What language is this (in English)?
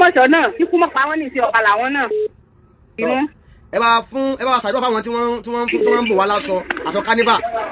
Yoruba